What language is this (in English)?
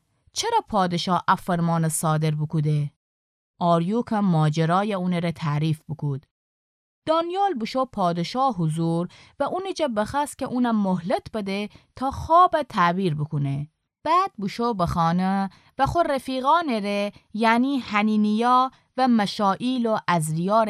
Gilaki